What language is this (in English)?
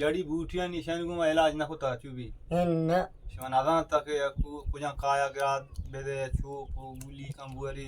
Baluchi